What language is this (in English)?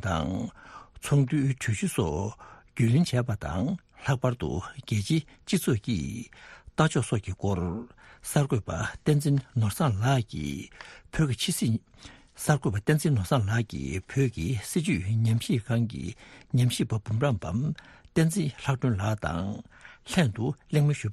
Tibetan